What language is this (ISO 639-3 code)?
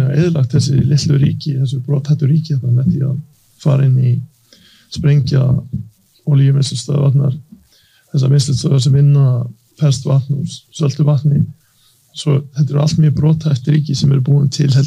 isl